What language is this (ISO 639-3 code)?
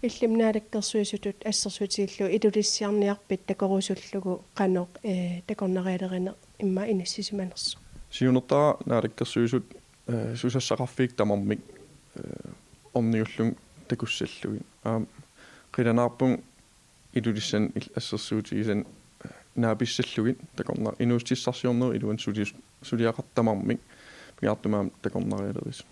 kal